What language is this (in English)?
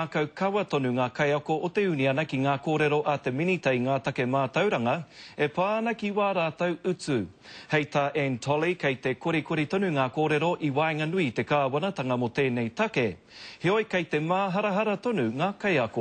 Māori